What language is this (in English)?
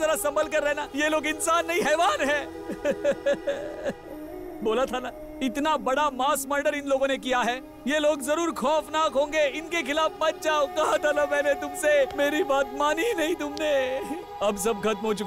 Hindi